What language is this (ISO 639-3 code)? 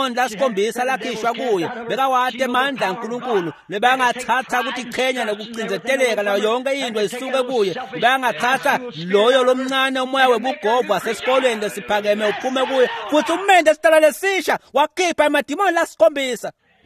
ssw